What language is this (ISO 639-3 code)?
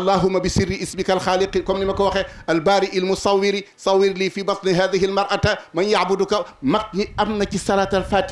wol